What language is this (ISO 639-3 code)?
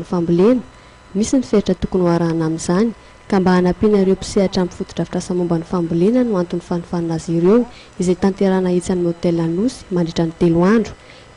mlg